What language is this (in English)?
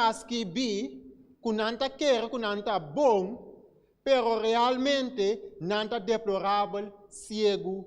Papiamento